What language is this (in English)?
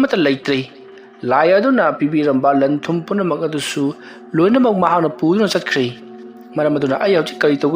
Manipuri